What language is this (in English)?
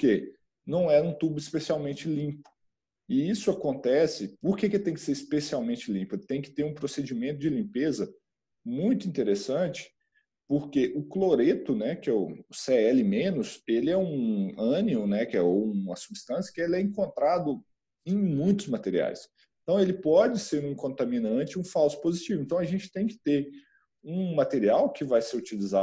Portuguese